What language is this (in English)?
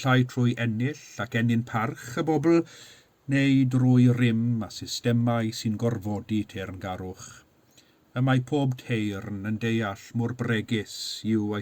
Welsh